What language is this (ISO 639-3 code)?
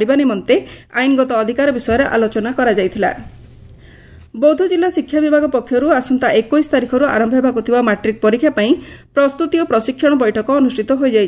ori